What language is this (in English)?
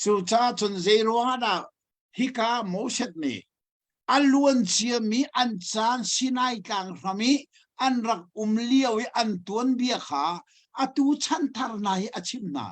Hakha Chin